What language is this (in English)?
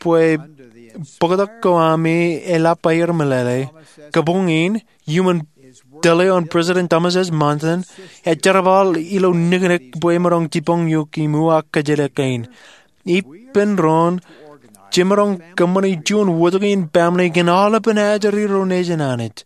Marshallese